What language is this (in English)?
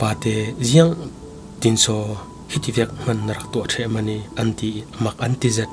Falam Chin